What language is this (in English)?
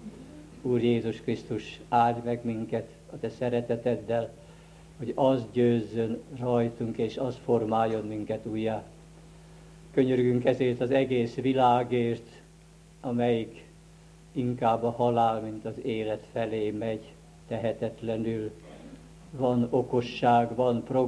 Hungarian